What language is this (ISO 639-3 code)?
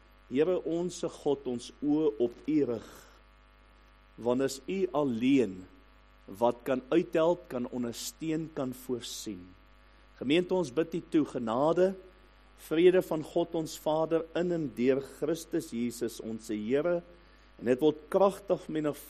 afr